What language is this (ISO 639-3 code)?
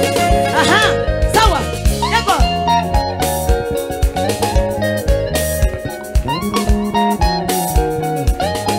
kin